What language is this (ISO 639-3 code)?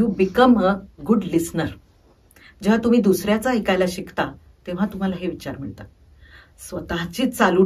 mar